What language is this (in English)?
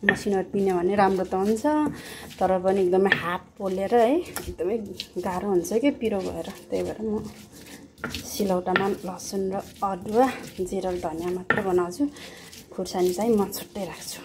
Nepali